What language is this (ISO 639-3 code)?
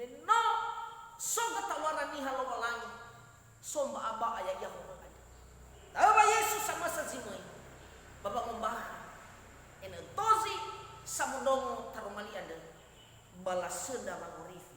nia